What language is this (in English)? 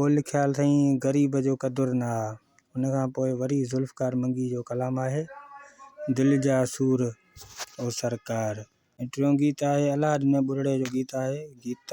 Sindhi